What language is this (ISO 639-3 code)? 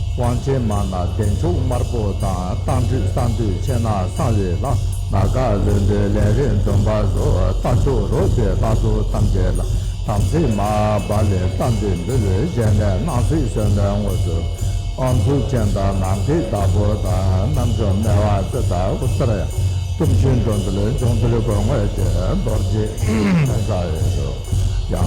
bod